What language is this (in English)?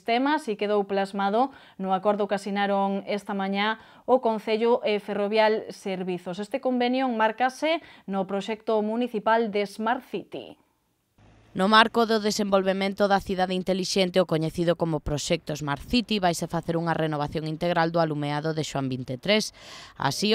Galician